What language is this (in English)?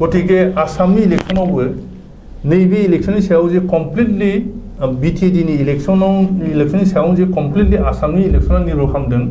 Bodo